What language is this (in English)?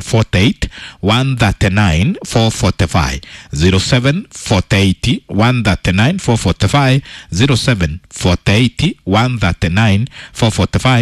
Kikuyu